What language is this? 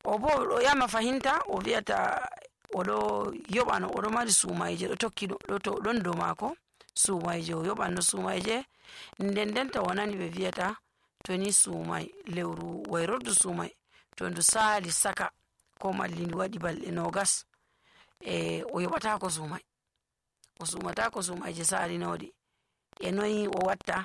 Nigerian Fulfulde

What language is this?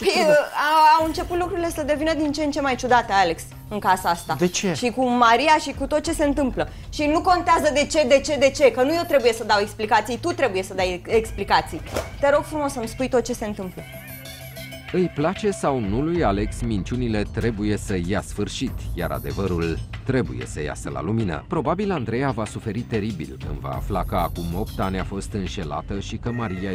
Romanian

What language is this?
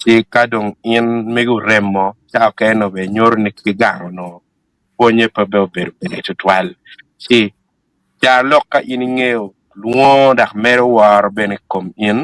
Acoli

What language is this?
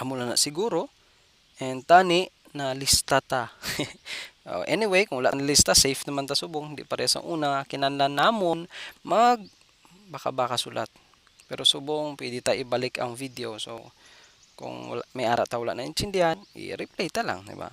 Hiligaynon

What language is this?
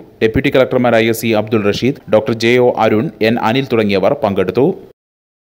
Malayalam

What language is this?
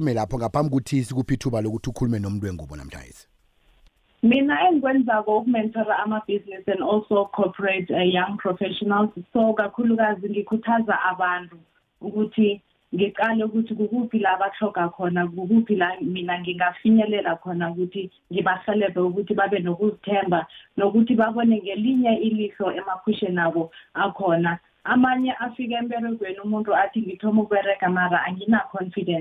South Ndebele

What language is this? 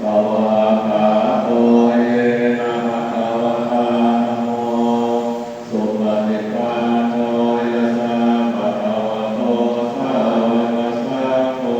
Pali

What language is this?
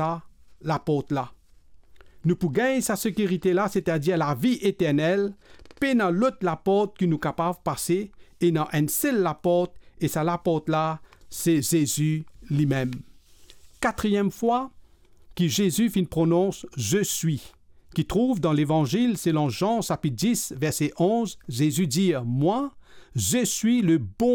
Morisyen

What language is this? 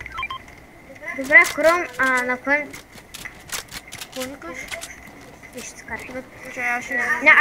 Bulgarian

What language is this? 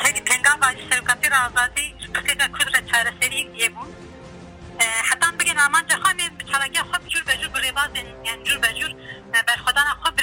Kurdish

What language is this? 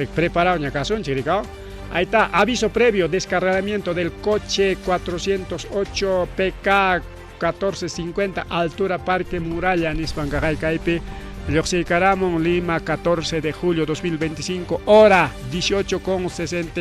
Ayacucho Quechua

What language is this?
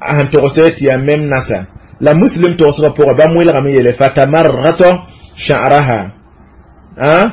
Mossi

